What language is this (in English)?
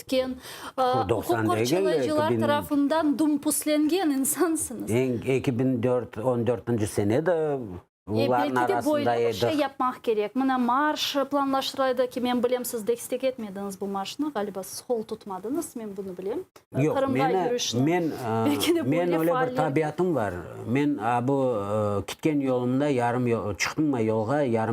Crimean Tatar